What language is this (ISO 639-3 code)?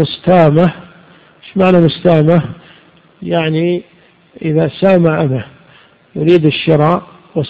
ara